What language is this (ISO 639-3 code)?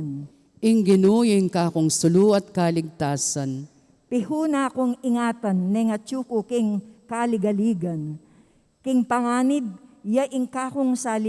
pam